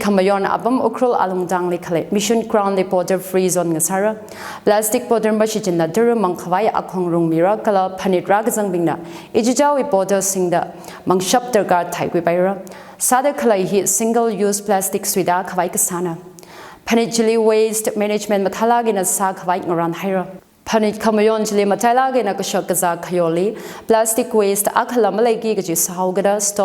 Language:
Tangkhul Naga (India)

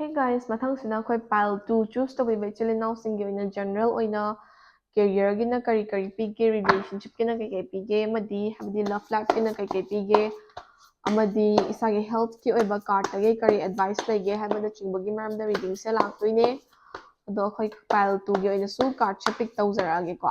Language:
Manipuri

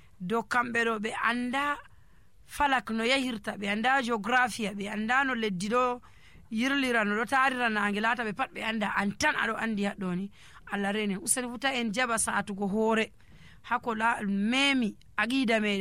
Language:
Nigerian Fulfulde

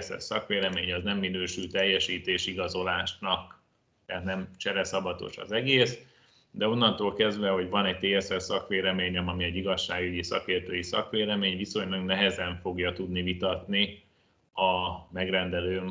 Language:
Hungarian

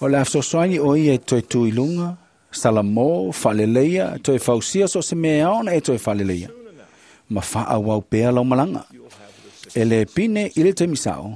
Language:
Samoan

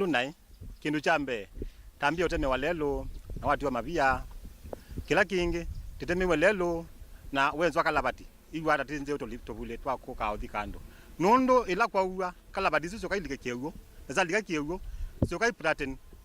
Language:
Kamba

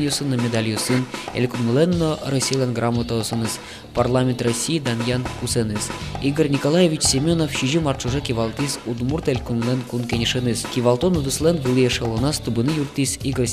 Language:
Udmurt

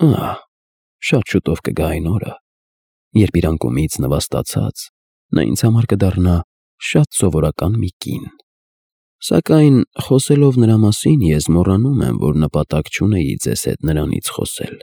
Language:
Armenian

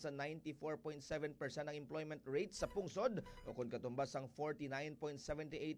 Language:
Hiligaynon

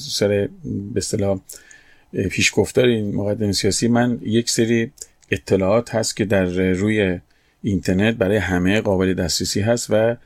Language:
Persian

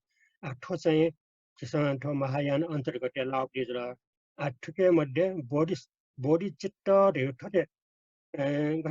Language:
Newari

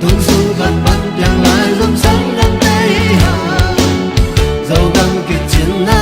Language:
Tedim Chin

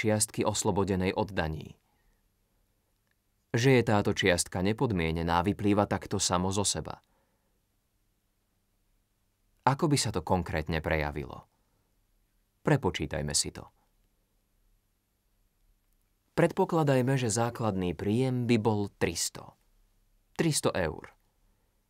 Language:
Slovak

